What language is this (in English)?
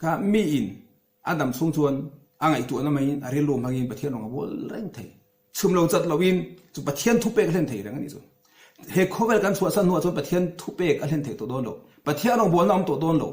Mizo